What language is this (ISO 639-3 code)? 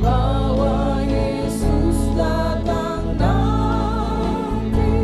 abs